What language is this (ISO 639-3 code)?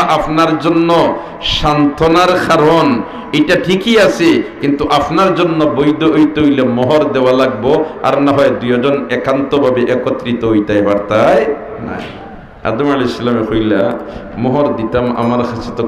syl